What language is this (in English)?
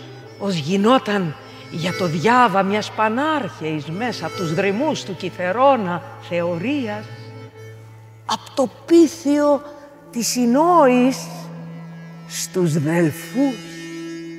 Greek